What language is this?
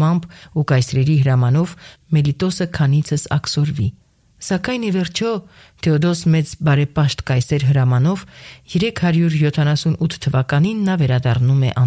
Armenian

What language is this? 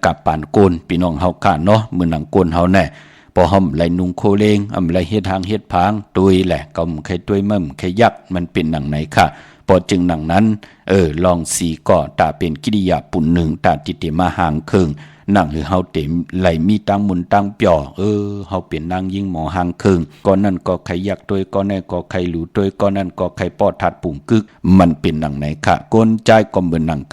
Shan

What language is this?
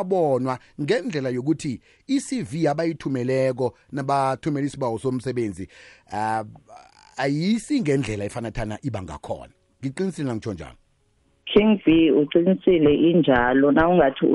South Ndebele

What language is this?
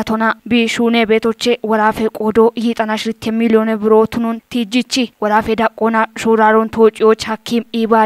Kafa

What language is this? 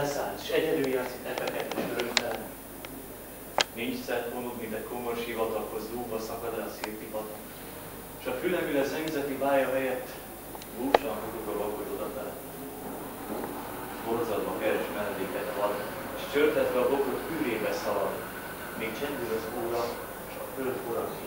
Hungarian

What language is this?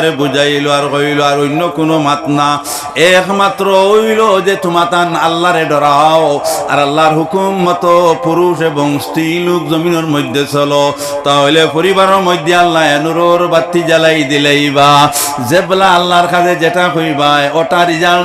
Sylheti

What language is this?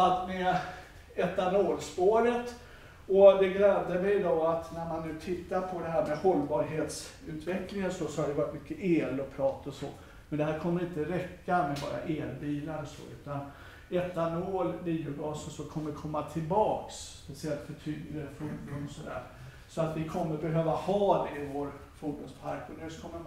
Swedish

